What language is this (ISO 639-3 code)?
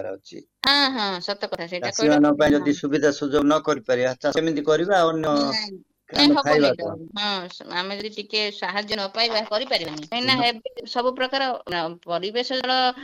ori